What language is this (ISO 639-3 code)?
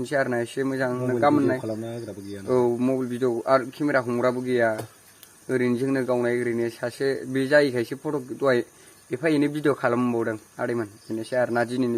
brx